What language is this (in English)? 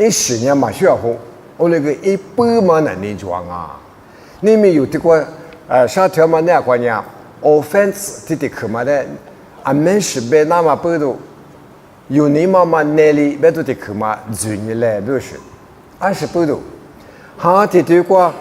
Lisu